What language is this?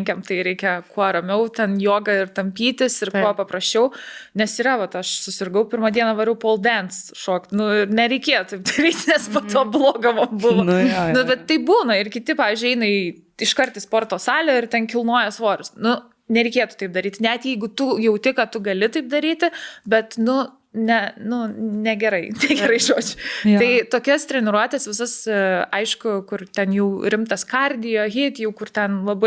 Lithuanian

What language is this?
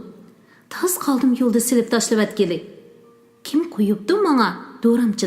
Uyghur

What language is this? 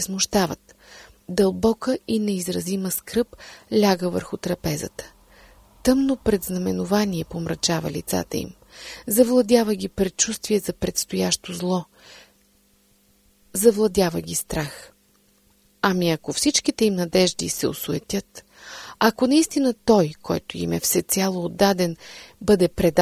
Bulgarian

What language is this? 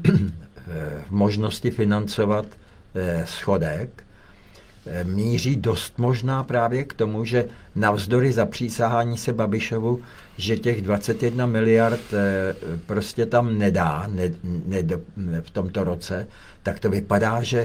Czech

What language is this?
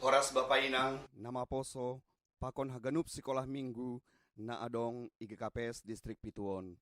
Batak Simalungun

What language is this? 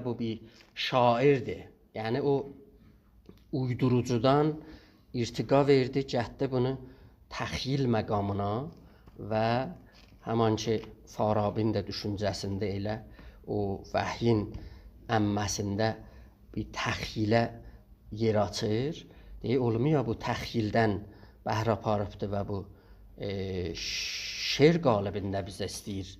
South Azerbaijani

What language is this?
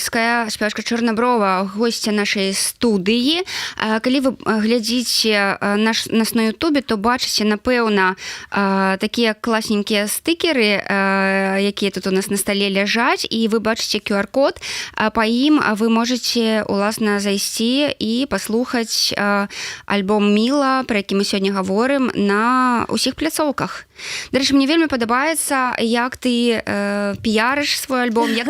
Belarusian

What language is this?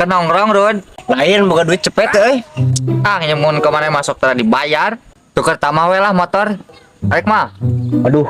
Sundanese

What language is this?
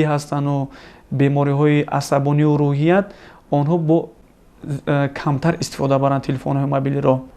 Tajik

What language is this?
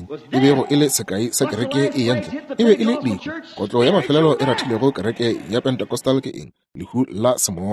Northern Sotho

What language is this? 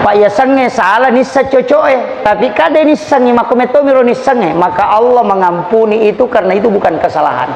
Buginese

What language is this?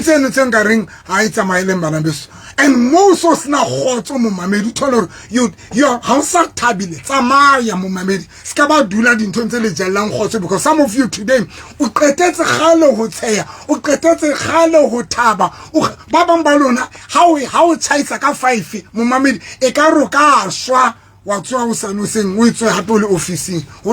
Southern Sotho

